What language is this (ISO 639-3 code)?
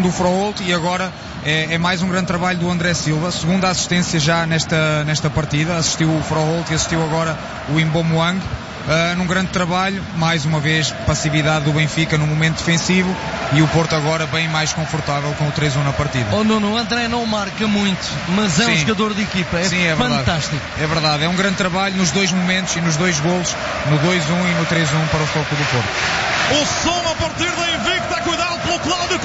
por